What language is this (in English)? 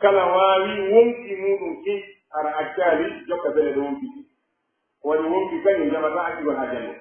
Pular